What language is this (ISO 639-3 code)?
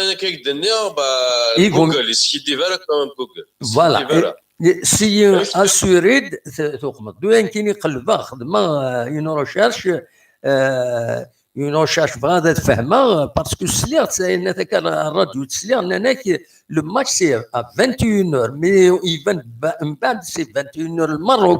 kab